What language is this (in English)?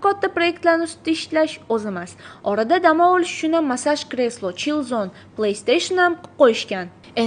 Uzbek